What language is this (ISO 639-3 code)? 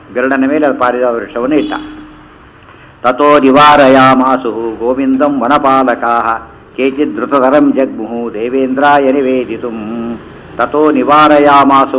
kan